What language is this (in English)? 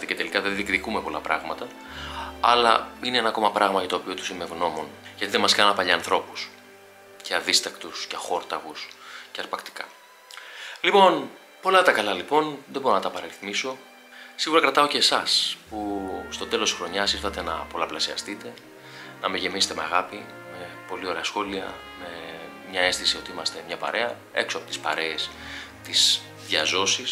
Greek